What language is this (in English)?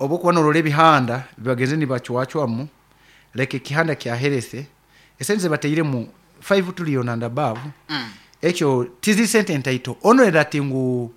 Nyoro